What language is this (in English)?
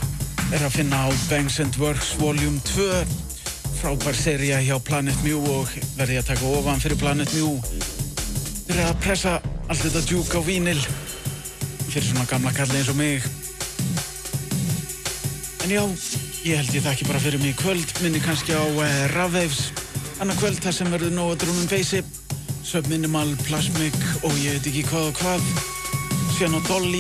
Icelandic